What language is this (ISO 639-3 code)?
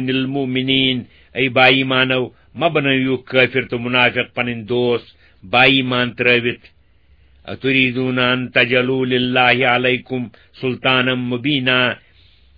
kas